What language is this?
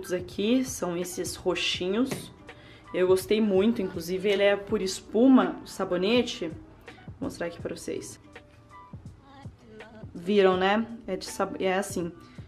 Portuguese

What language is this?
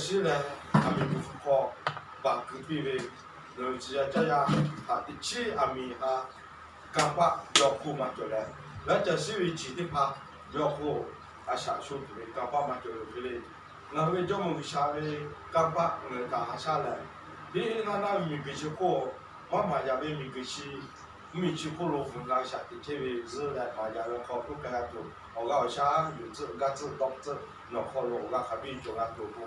Lahu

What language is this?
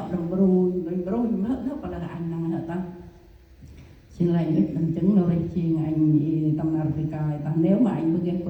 Central Mnong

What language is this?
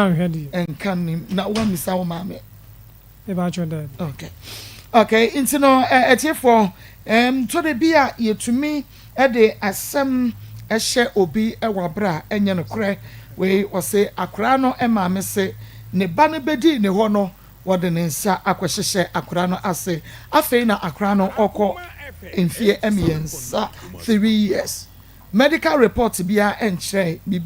Akan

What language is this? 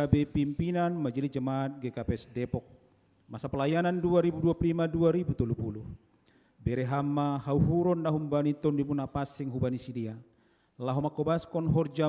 Batak Simalungun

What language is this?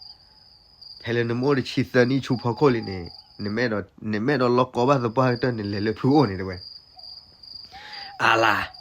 S'gaw Karen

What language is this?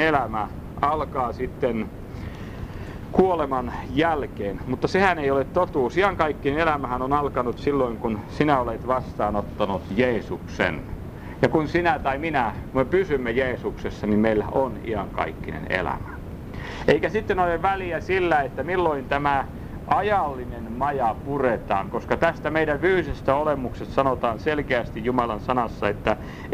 Finnish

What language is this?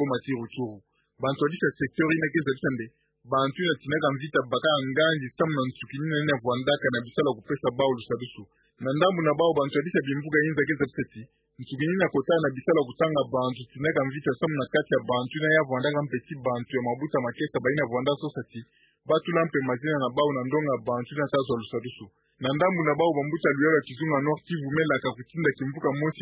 Kituba (Democratic Republic of Congo)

